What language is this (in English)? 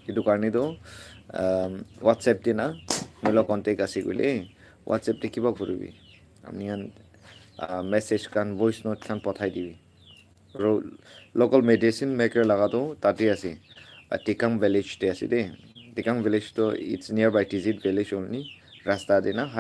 Naga Pidgin